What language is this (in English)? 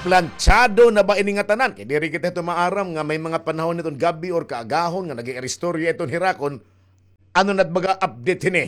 Waray